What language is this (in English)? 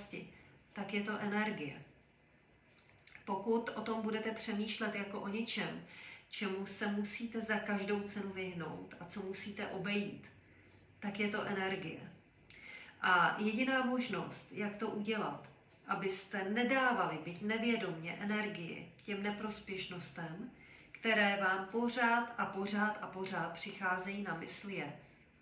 Czech